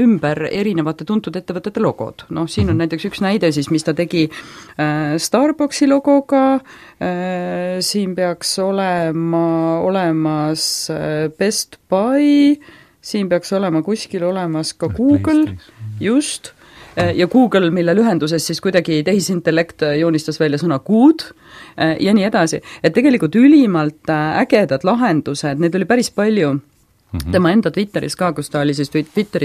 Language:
Estonian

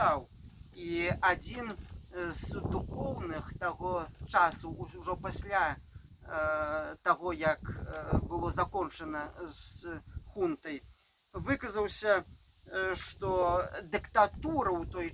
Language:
Belarusian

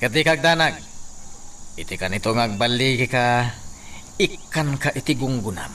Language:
Iloko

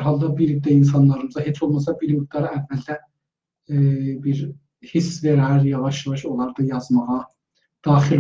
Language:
South Azerbaijani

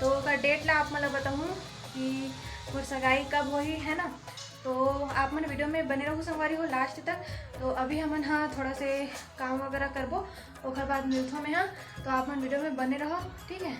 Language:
Chhattisgarhi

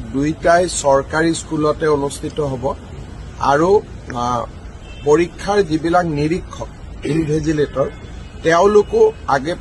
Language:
Assamese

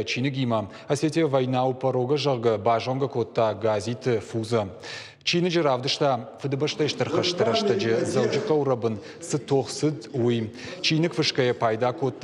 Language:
Ossetic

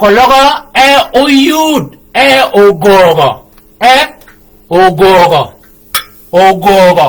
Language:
Shilluk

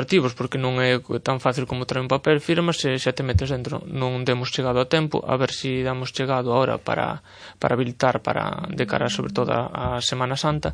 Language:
Galician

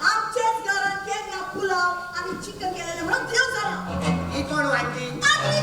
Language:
Konkani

